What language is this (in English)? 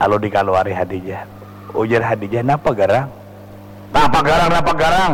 Banjar